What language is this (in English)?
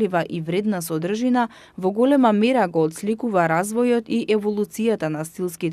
Macedonian